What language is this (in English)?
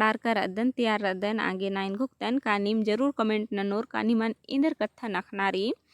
Kurukh